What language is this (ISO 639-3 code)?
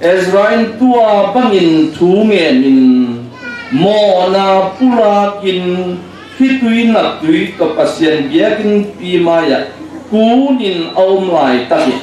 ctd